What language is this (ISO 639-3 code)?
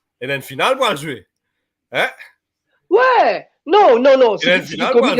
mfe